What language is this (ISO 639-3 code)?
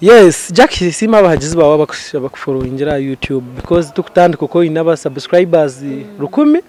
nyn